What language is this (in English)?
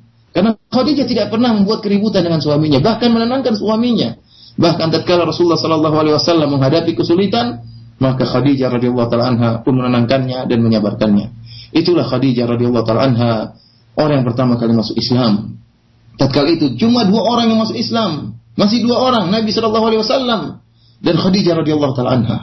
Indonesian